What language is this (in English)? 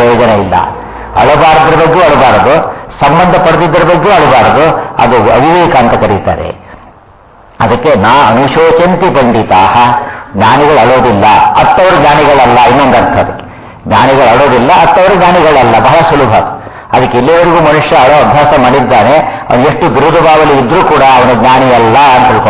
Kannada